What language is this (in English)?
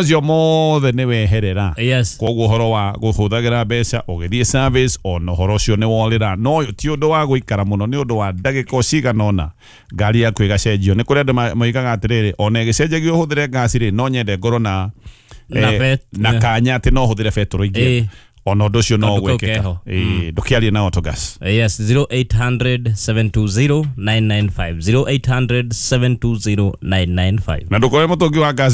Kikuyu